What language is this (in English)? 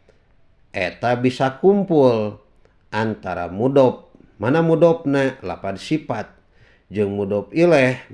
Sundanese